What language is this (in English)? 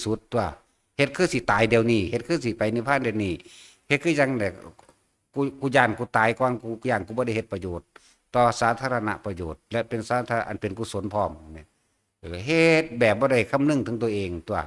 Northeastern Thai